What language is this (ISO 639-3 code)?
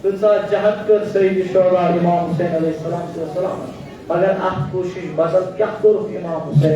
kas